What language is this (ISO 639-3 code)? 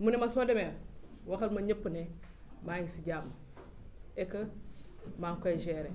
wol